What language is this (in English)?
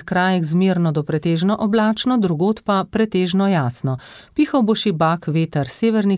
Slovenian